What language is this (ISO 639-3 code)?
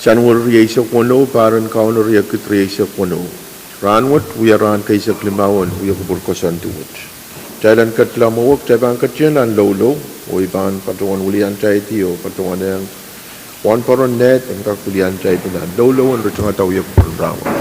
pon